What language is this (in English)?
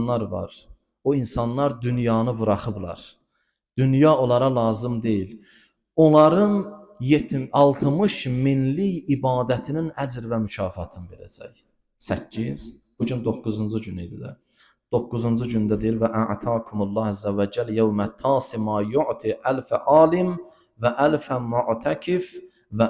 Azerbaijani